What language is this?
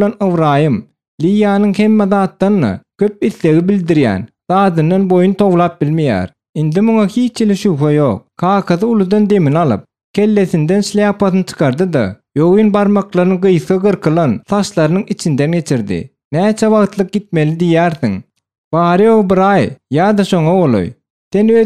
Turkmen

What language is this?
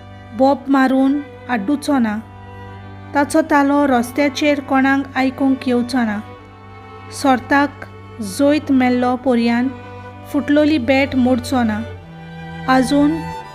Konkani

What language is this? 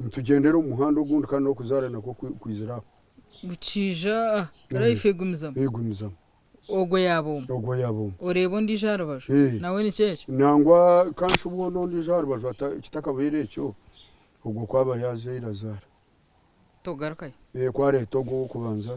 Nyankole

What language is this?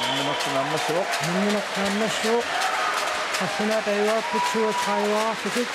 Kalaallisut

